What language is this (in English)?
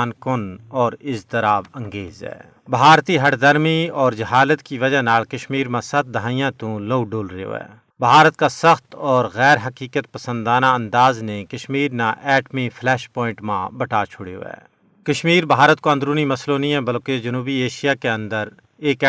Gujari